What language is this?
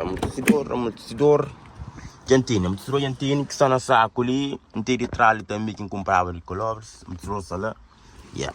Kabuverdianu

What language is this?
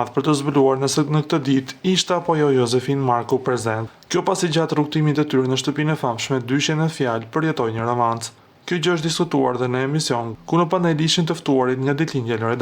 Albanian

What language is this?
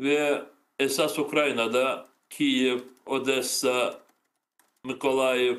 Crimean Tatar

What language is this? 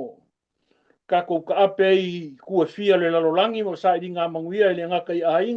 Samoan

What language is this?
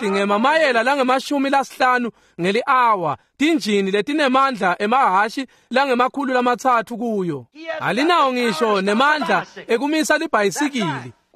Swati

